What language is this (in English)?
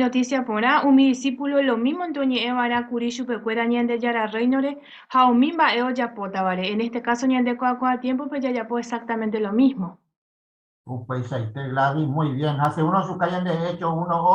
Guarani